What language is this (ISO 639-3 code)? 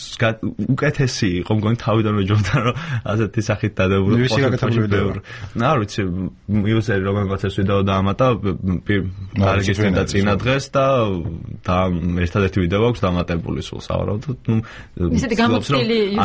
kat